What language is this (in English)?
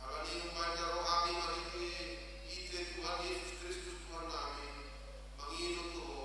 Batak Toba